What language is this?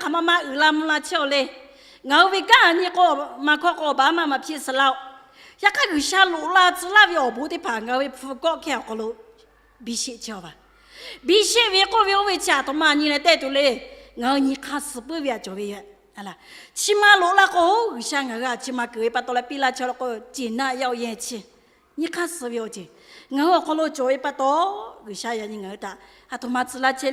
Lahu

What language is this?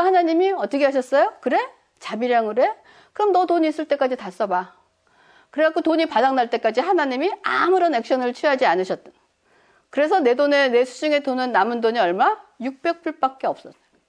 Korean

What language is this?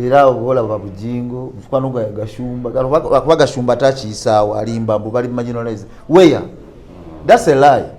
Ganda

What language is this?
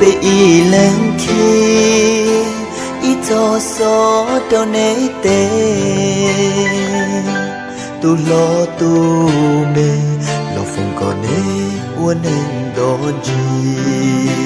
Hmong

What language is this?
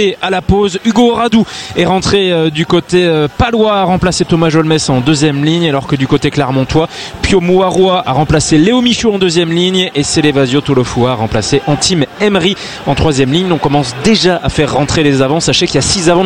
French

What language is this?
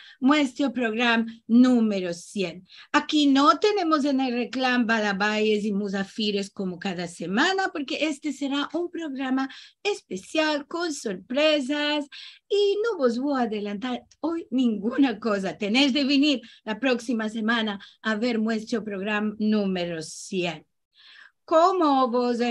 Ladino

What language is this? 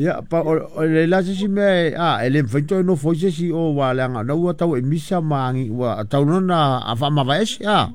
Samoan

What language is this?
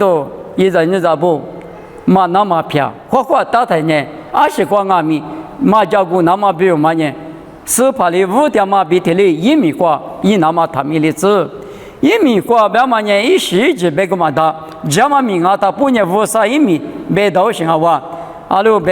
Lisu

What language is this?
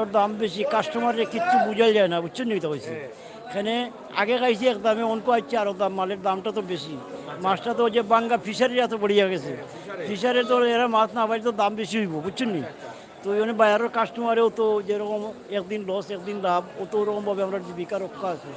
Sylheti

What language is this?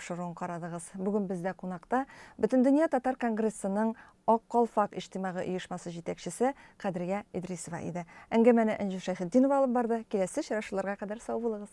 Tatar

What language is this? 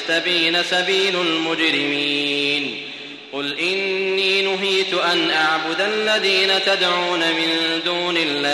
Arabic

